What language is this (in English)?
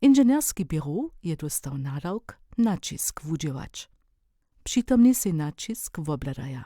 Upper Sorbian